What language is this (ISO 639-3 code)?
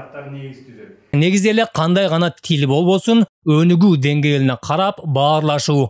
kir